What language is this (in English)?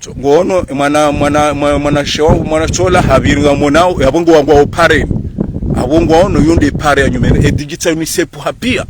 Ngazidja Comorian